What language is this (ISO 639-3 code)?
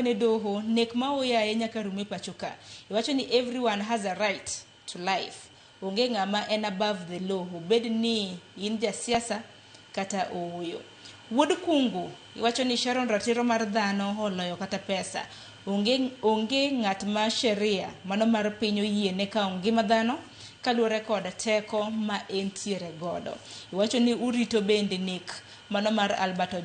luo